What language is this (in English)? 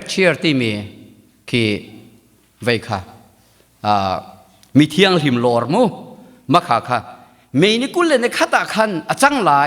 Hakha Chin